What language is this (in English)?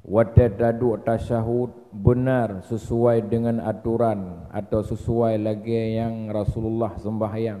Achinese